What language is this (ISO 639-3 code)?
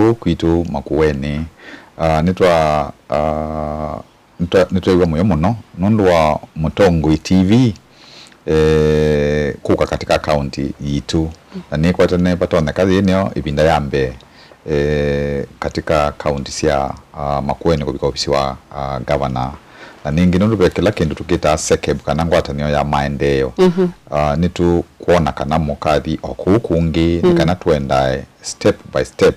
kam